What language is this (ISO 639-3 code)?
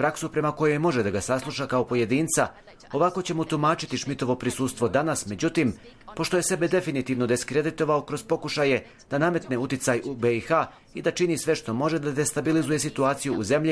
bos